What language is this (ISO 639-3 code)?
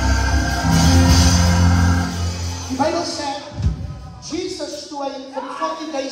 afr